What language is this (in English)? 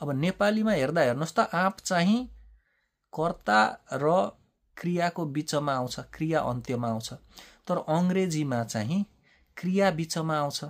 Nepali